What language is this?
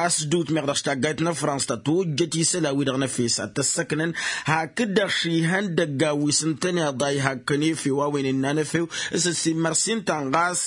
Tamasheq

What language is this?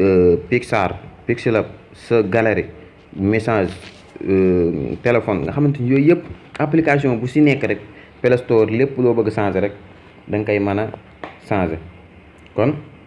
Wolof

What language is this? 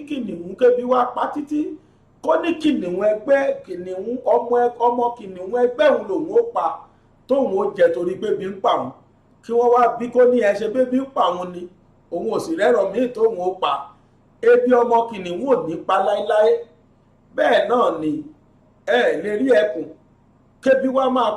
Yoruba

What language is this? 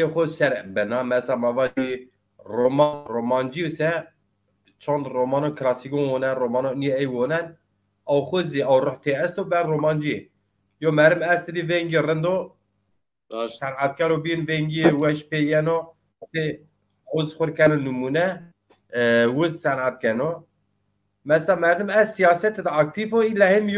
Zaza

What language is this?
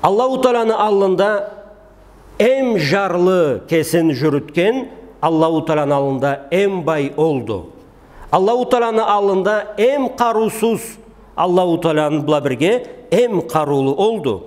Karachay-Balkar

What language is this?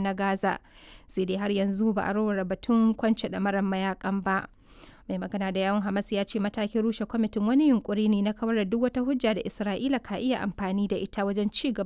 Hausa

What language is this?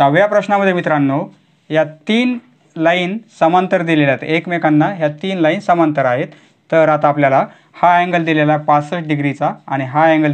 Marathi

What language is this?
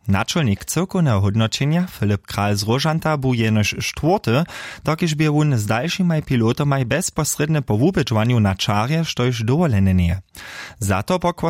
Upper Sorbian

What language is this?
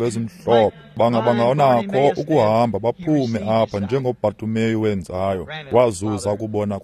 Xhosa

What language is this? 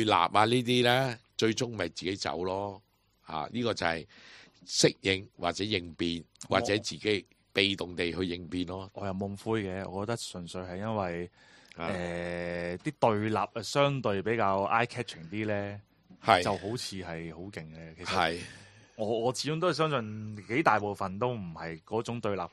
Cantonese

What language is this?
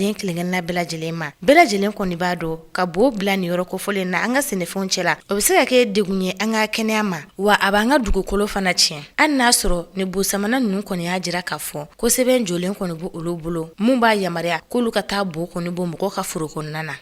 Bambara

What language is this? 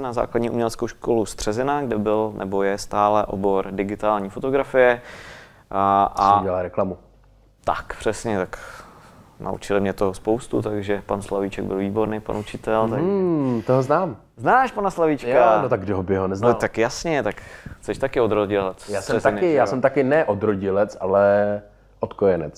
Czech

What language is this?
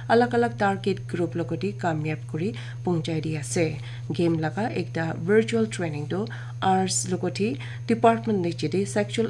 Naga Pidgin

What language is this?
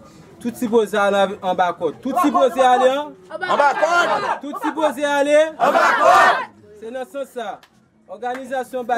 Haitian Creole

